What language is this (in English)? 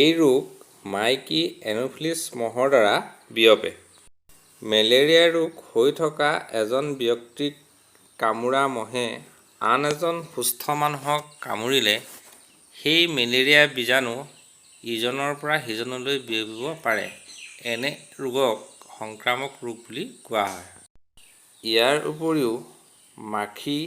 Assamese